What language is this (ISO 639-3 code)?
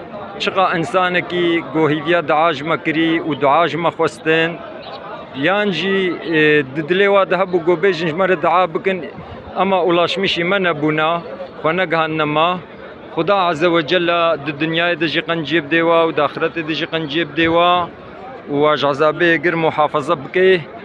kur